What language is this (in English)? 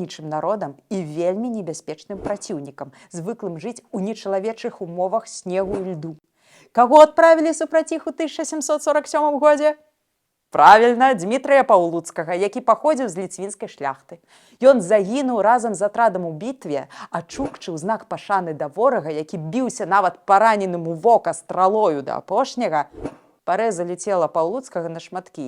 Belarusian